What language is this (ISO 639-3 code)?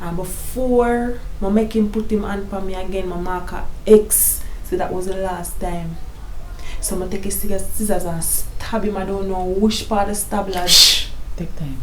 jam